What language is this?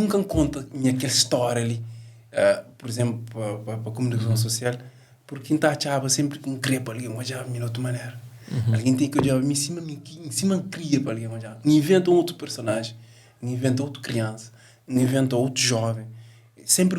Kabuverdianu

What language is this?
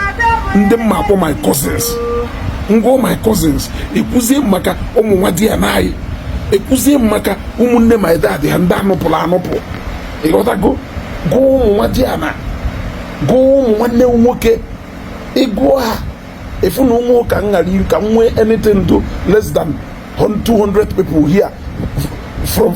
Igbo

